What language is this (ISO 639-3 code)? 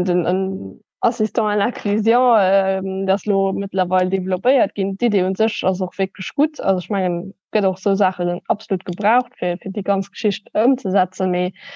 ltz